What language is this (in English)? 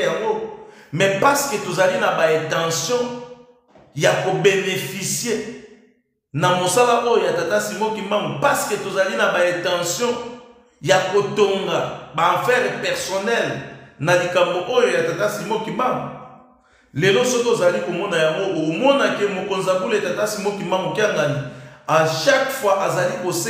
Lingala